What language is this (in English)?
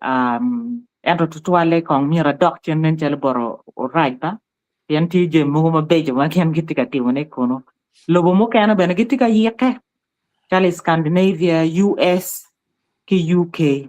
Acoli